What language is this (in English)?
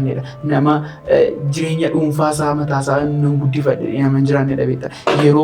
Oromo